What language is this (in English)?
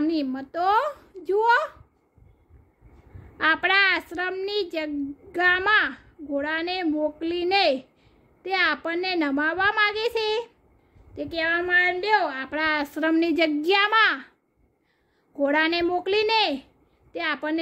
Gujarati